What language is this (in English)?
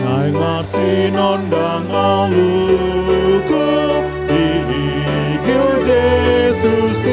Batak Toba